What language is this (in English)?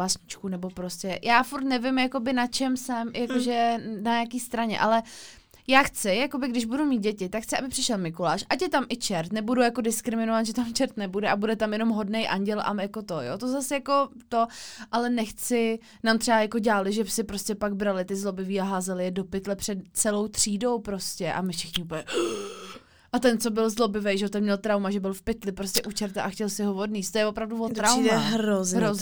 Czech